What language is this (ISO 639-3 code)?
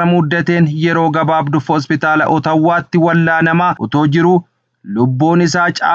orm